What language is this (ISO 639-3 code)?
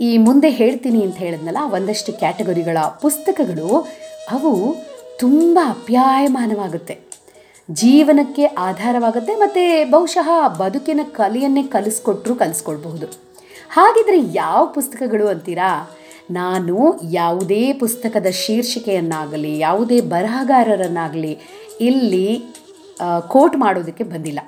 kan